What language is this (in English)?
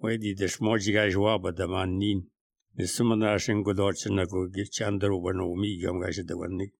Slovenian